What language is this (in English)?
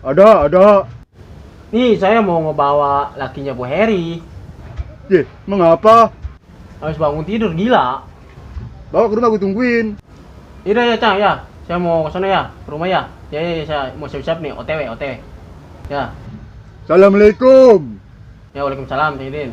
Betawi